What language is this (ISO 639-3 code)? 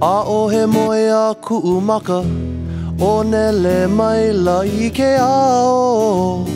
haw